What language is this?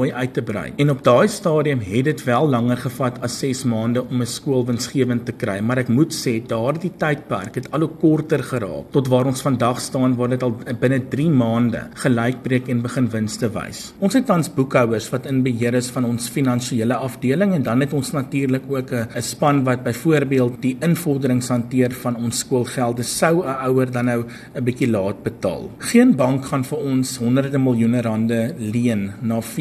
Afrikaans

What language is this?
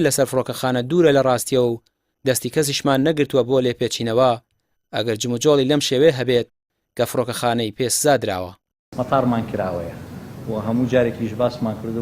Central Kurdish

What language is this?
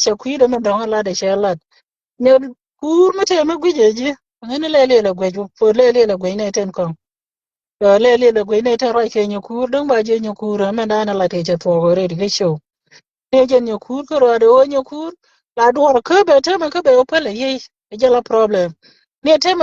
Nuer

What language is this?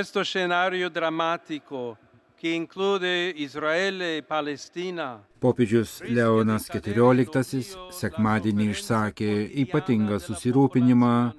Lithuanian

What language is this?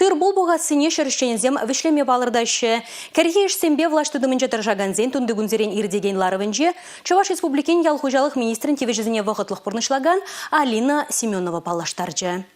Chuvash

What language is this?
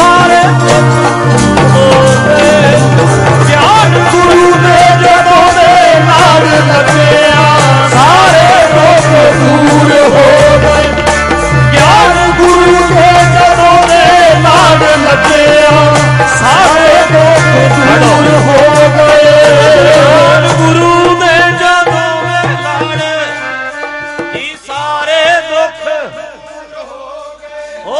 Punjabi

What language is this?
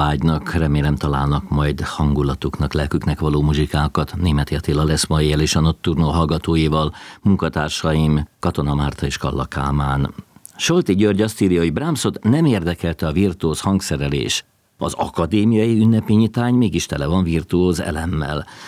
Hungarian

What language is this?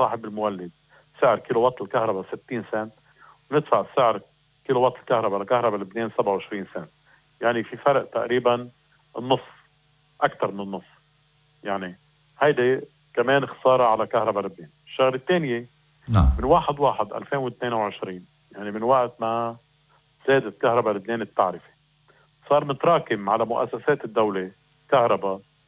North Levantine Arabic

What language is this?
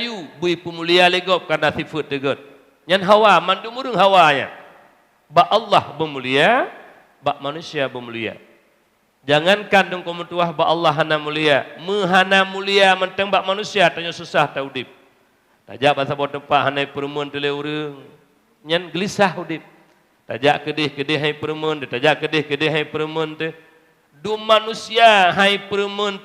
Achinese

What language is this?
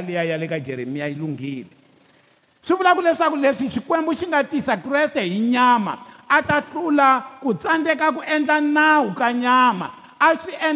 Tsonga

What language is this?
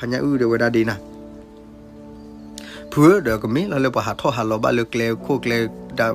S'gaw Karen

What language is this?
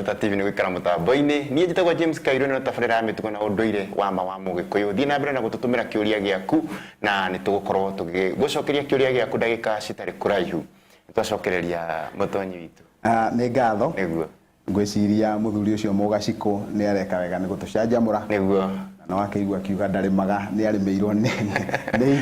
Kikuyu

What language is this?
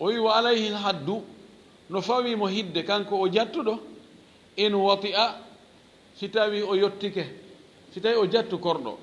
Fula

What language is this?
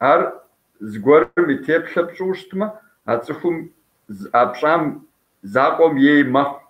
Kabardian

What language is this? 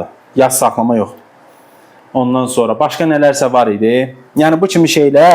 Azerbaijani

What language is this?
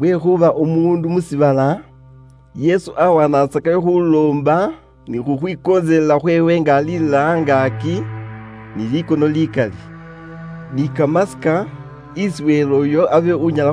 Luyia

